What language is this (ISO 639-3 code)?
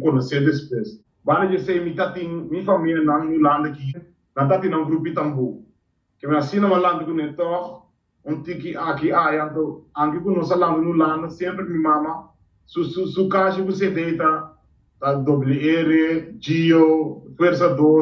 pap